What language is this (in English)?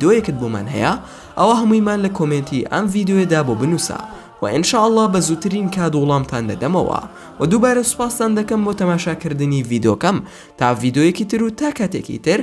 Central Kurdish